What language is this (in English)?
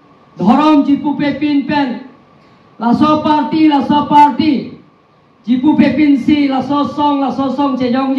Karbi